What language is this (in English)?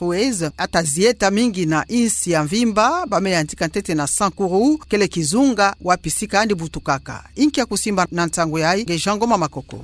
Kituba (Democratic Republic of Congo)